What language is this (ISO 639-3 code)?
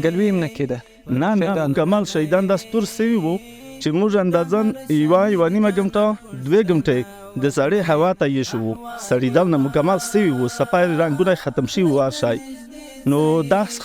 pus